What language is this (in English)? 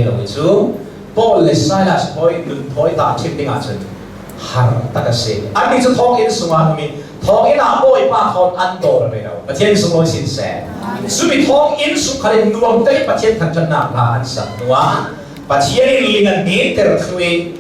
Hakha Chin